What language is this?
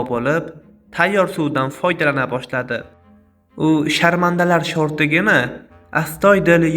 Uzbek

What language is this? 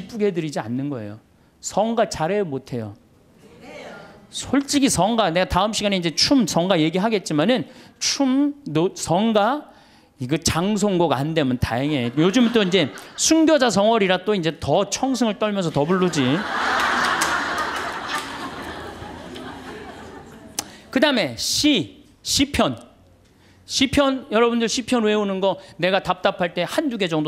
Korean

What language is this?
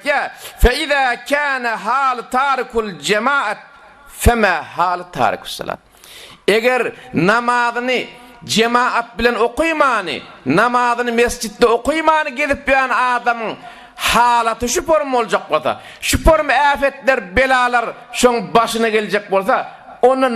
Turkmen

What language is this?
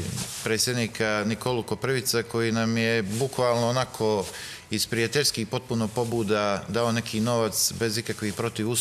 Serbian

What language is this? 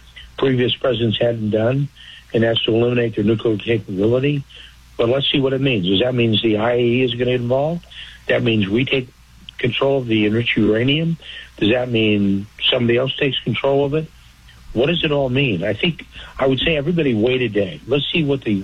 English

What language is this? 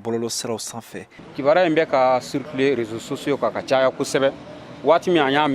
Bambara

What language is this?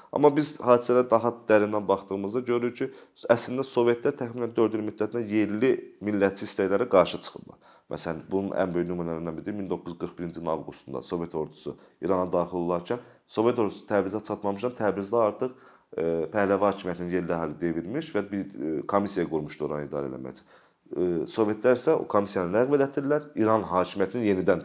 Azerbaijani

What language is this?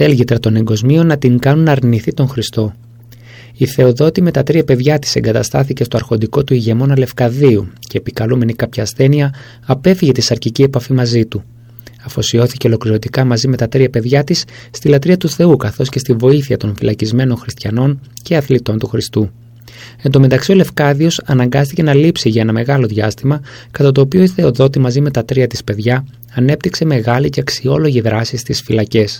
Greek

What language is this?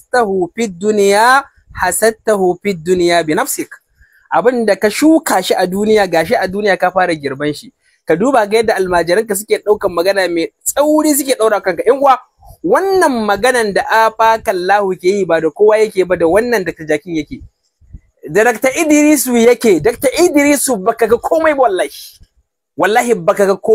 Hausa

